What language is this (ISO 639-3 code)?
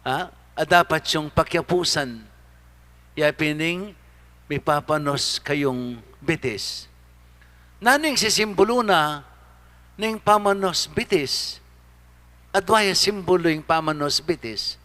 pam